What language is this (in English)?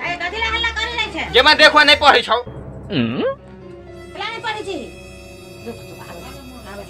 Maithili